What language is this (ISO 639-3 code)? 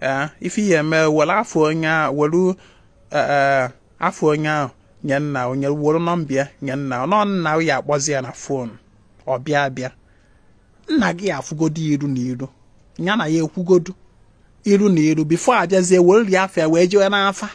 ibo